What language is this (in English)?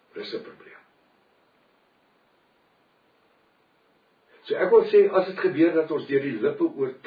Afrikaans